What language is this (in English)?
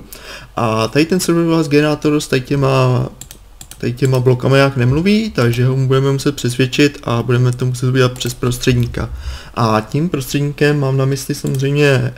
Czech